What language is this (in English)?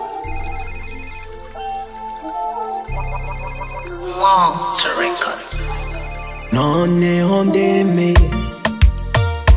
Kinyarwanda